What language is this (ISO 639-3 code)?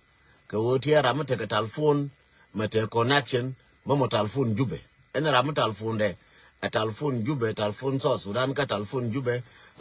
nus